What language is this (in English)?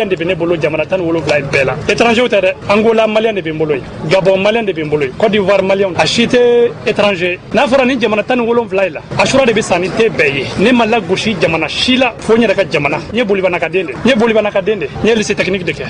Bambara